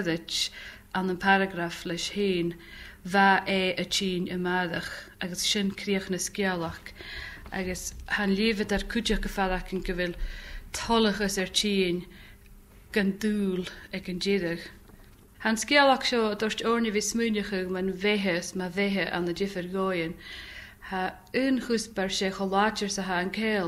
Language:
Scottish Gaelic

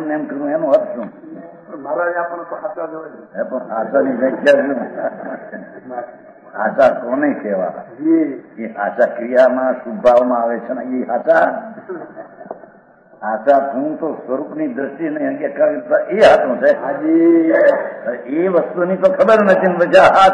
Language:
Gujarati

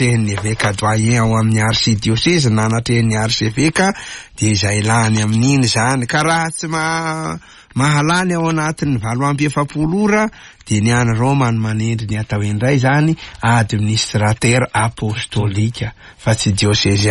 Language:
Malagasy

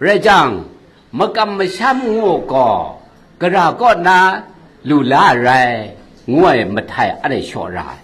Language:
Kachin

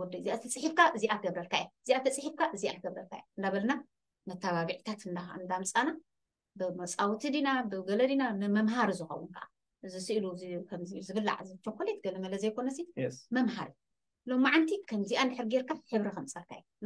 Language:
Tigrinya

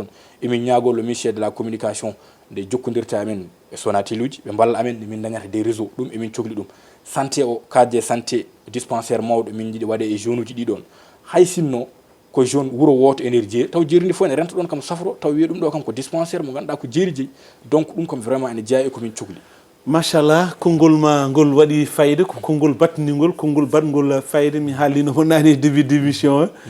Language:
Fula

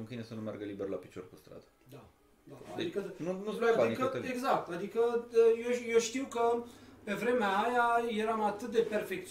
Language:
Romanian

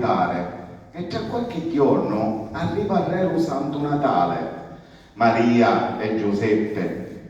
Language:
Sicilian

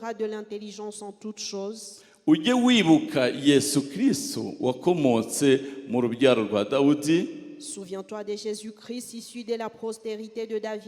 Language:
Kinyarwanda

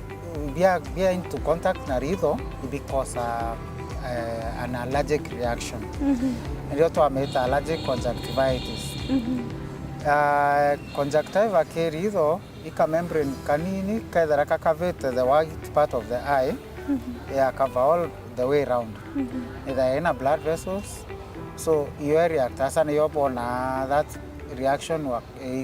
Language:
Meru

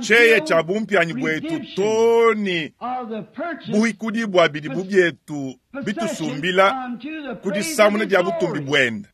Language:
Luba-Lulua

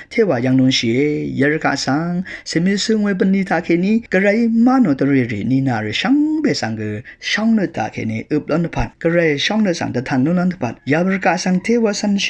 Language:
Rawang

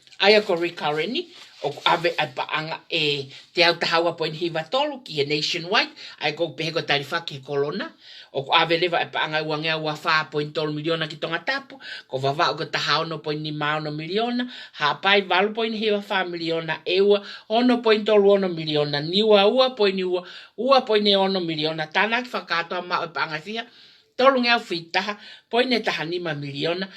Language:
Tongan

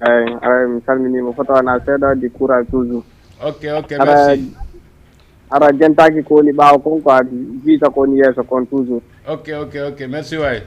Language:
Fula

